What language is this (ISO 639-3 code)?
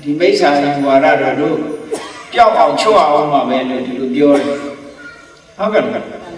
mya